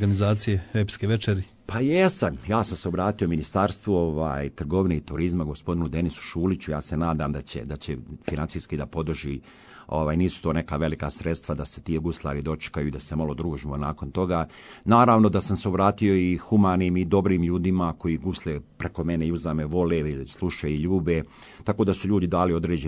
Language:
Serbian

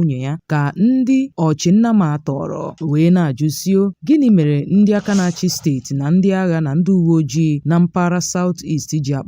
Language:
Igbo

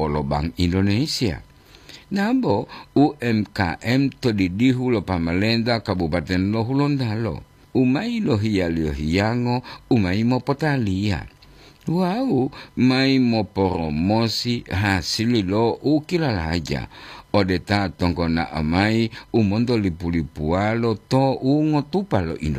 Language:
Gorontalo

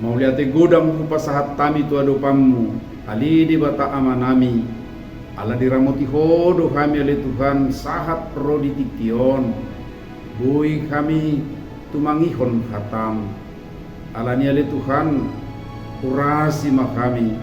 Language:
Batak Toba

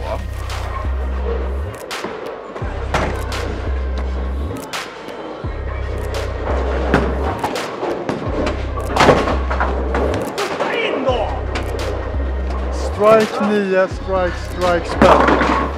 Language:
Swedish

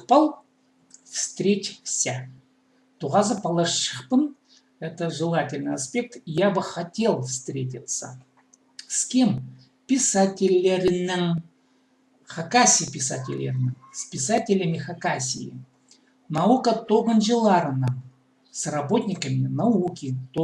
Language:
Khakas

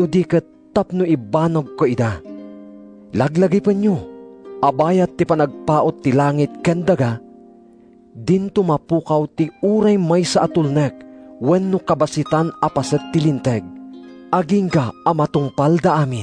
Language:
Iloko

